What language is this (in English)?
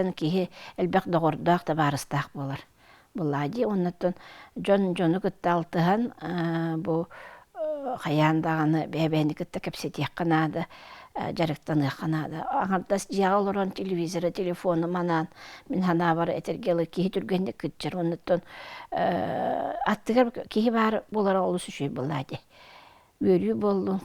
Yakut